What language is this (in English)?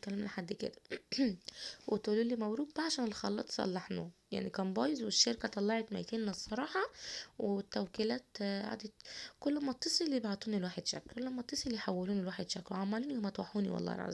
Egyptian Arabic